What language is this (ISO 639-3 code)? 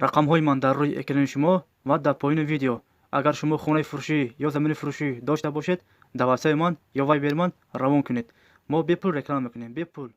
tgk